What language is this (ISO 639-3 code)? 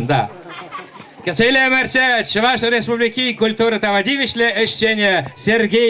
chv